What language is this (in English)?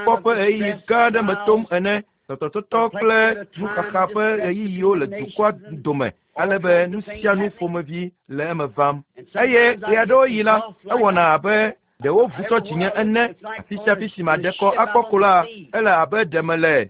Ewe